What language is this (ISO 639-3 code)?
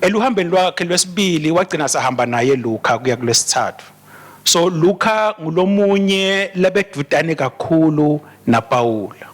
ssw